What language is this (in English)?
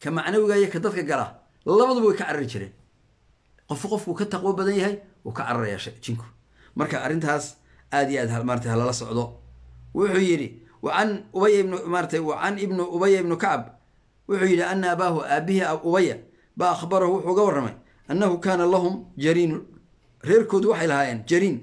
Somali